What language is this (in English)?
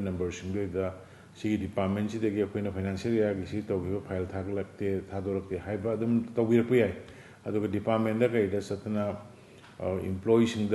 Manipuri